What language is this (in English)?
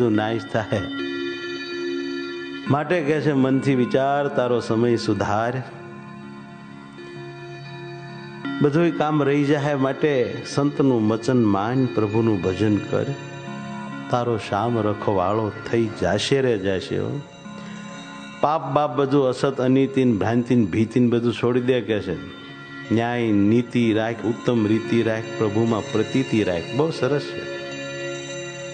Gujarati